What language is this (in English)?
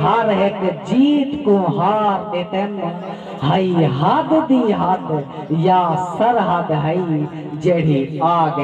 Saraiki